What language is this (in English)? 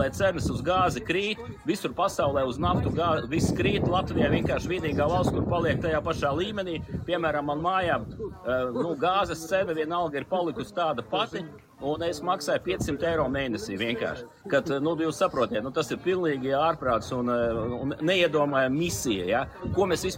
Latvian